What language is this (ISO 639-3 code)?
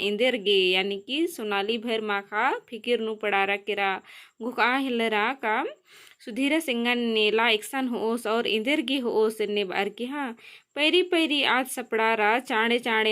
kru